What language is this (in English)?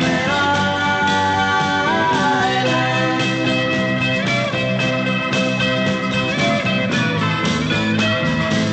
Russian